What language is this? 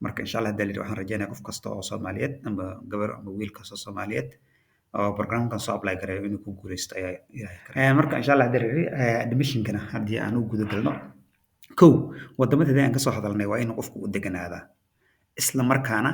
Somali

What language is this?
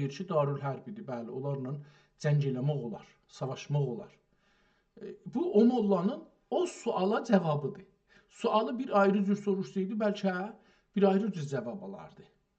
South Azerbaijani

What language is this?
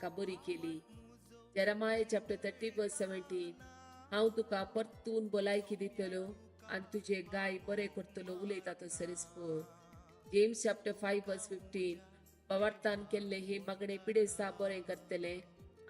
Konkani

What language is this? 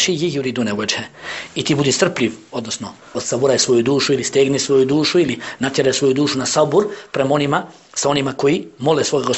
Bosnian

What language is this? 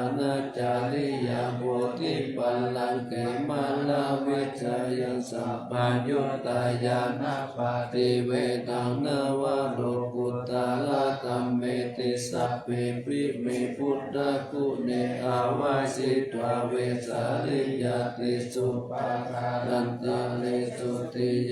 Pali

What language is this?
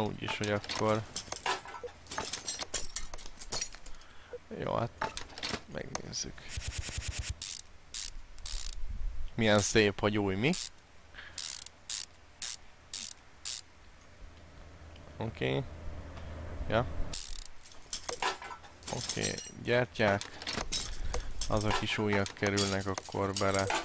Hungarian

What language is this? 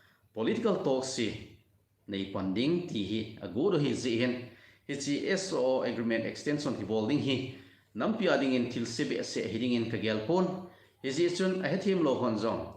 Thado Chin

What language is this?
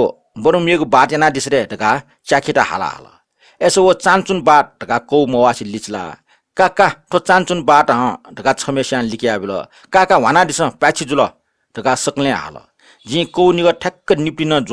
Newari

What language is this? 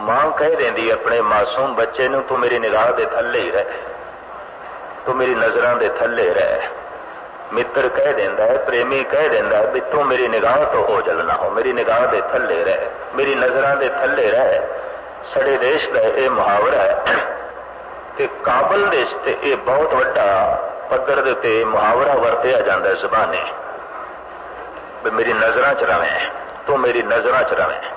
Punjabi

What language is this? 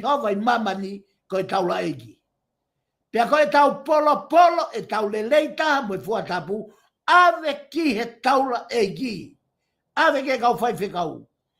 Tongan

